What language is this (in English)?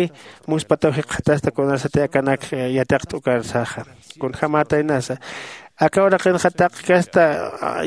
Aymara